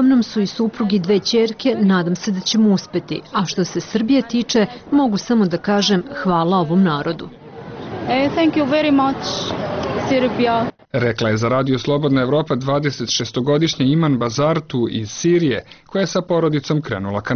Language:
Bosnian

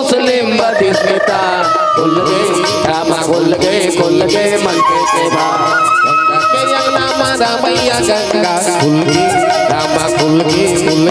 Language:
Chhattisgarhi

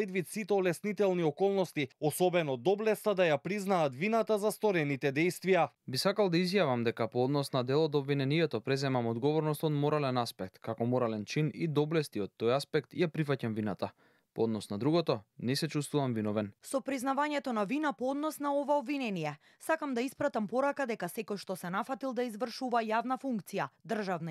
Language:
Macedonian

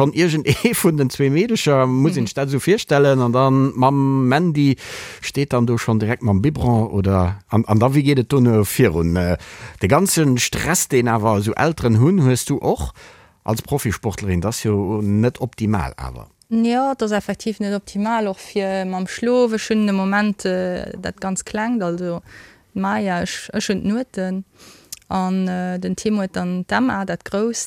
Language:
Luxembourgish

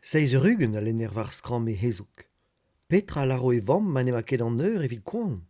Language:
Breton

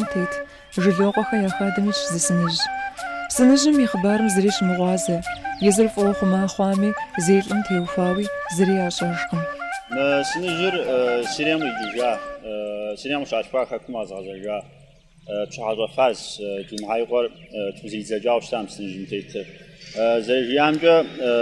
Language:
Kabardian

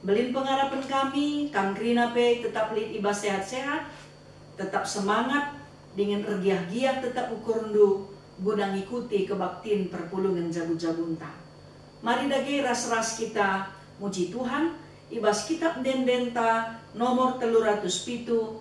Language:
Batak Karo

